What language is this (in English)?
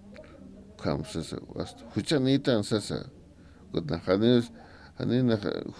Aymara